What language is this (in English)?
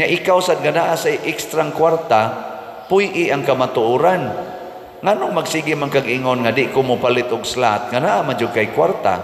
Cebuano